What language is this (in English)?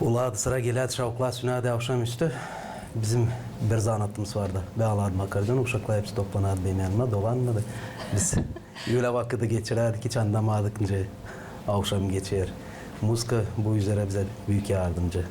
Gagauz